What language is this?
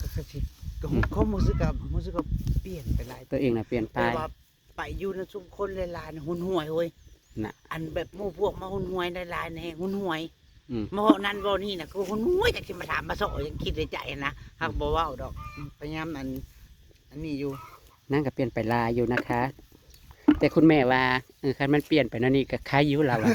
Northeastern Thai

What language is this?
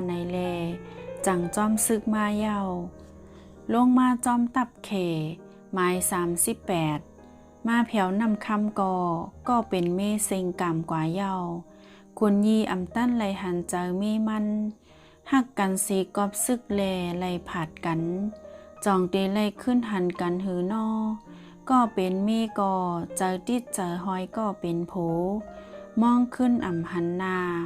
Shan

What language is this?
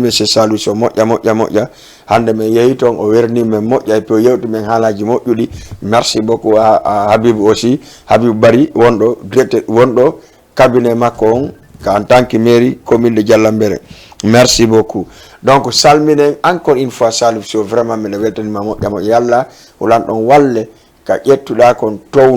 Fula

